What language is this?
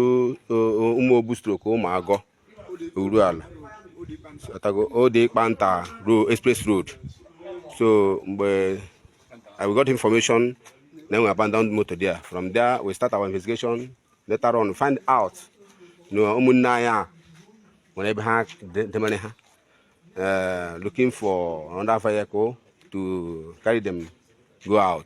Igbo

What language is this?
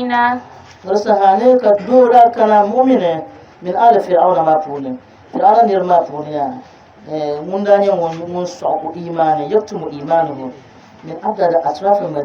Dagbani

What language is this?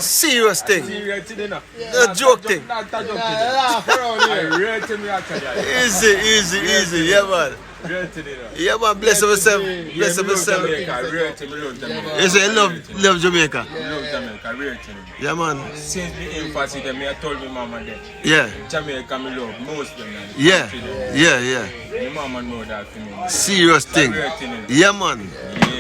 Jamaican Creole English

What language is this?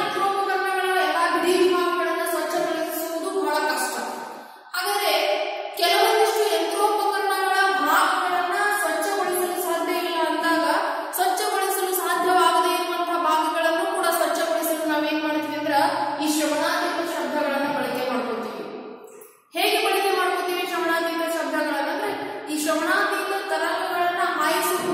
Kannada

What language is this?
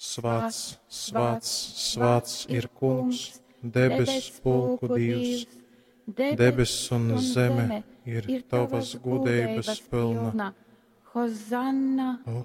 Latgalian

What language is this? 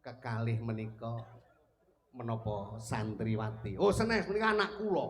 Javanese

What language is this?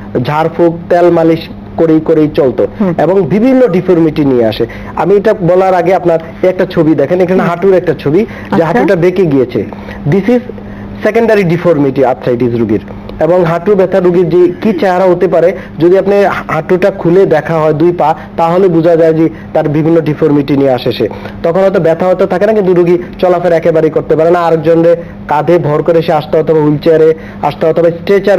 Bangla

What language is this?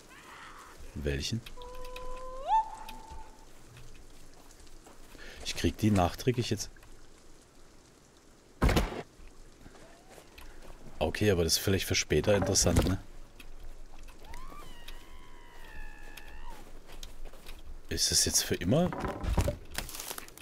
German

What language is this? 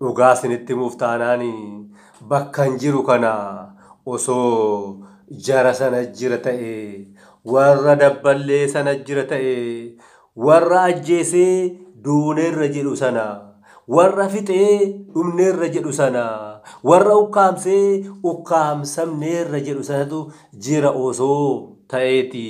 Oromo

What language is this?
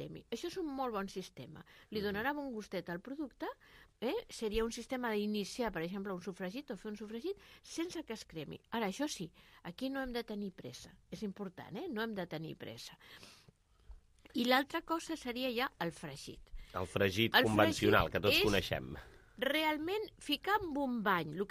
Catalan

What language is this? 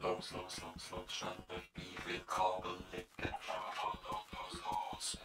Swiss German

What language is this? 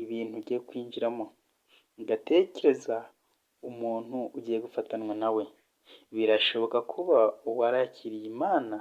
Kinyarwanda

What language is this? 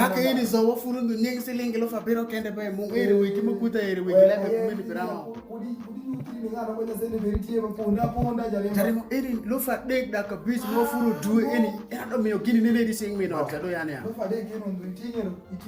Alur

